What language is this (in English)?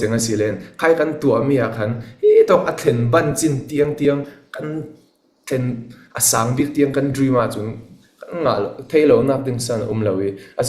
Falam Chin